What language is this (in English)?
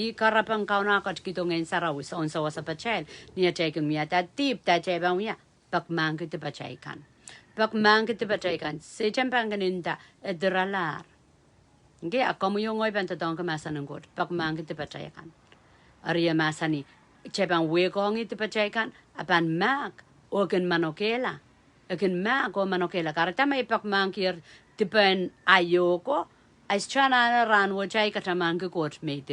Pohnpeian